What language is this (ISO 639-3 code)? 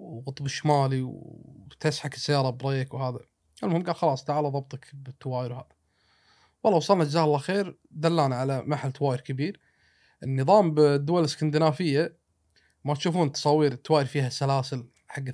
afb